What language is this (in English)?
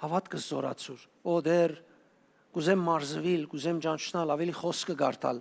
Western Armenian